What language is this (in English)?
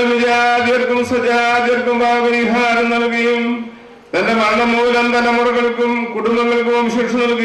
Malayalam